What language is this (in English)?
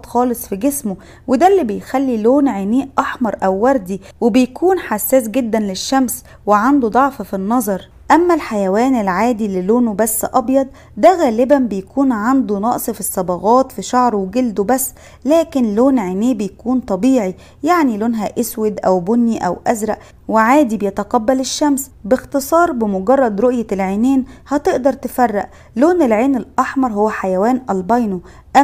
Egyptian Arabic